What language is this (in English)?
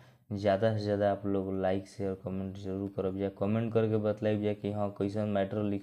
Bhojpuri